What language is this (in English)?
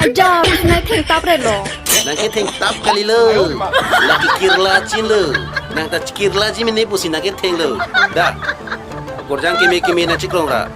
Karbi